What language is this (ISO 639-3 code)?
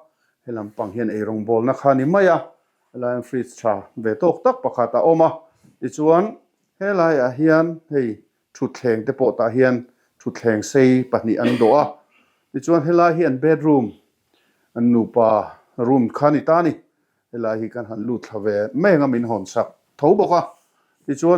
lus